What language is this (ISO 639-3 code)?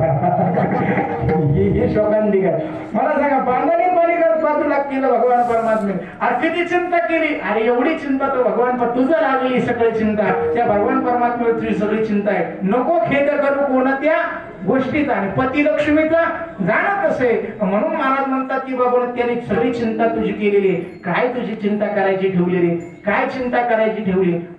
mar